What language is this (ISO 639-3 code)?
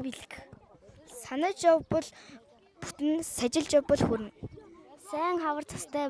mon